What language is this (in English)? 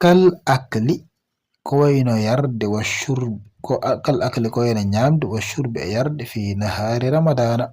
Fula